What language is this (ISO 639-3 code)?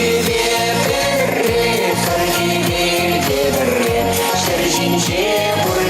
chv